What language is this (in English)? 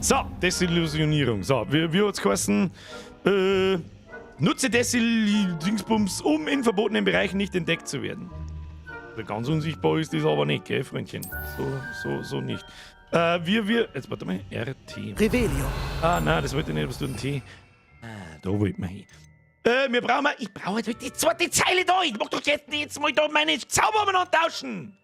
Bavarian